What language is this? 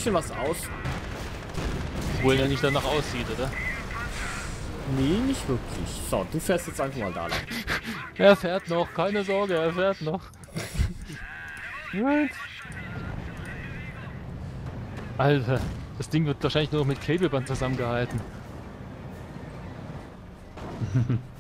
German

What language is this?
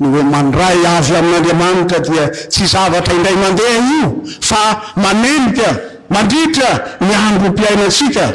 Malagasy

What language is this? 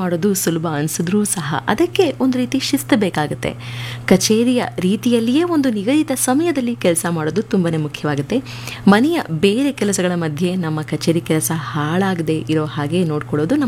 Kannada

